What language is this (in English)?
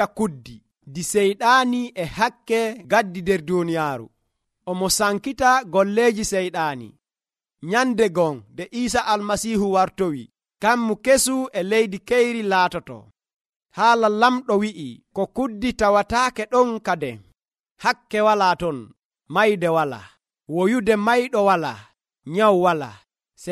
Nigerian Fulfulde